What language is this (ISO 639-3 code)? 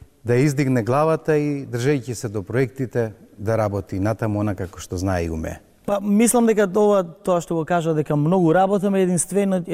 mkd